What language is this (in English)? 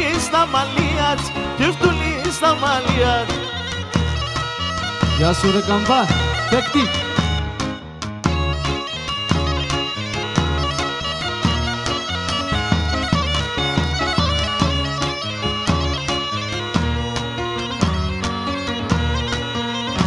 Greek